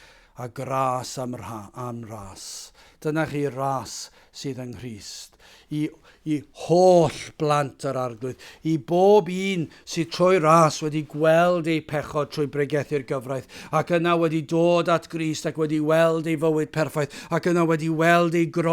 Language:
Welsh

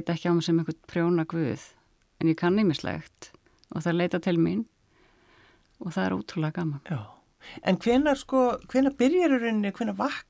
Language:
Icelandic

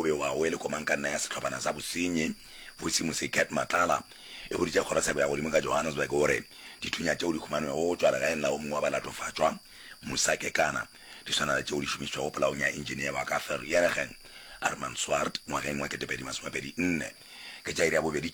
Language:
Northern Sotho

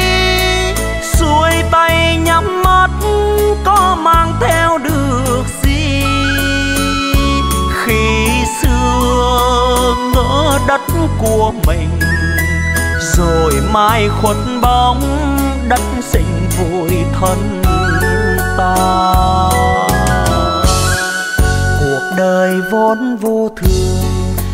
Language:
Vietnamese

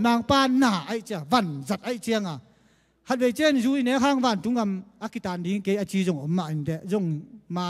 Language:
Tedim Chin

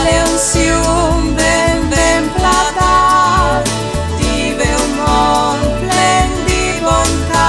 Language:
Friulian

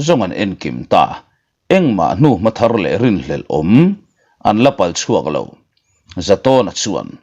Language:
Mizo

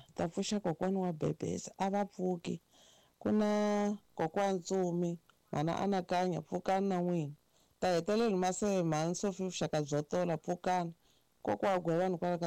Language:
Tsonga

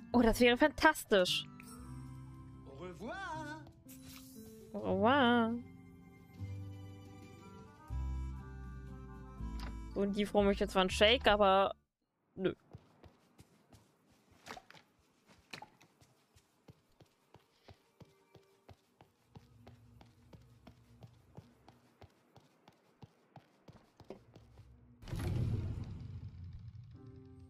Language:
German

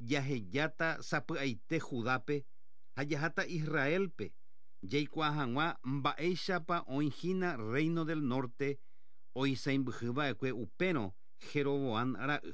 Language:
Guarani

